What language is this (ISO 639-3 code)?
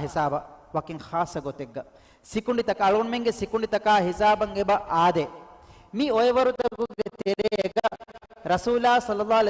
div